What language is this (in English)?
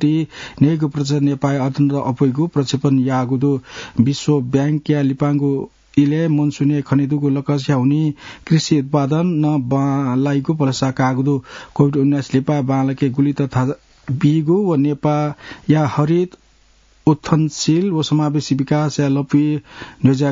Newari